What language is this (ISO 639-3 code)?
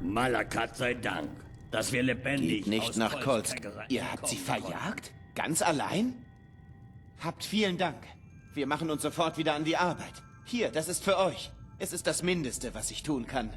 bar